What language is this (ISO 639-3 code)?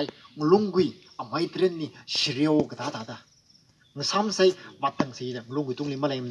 nmf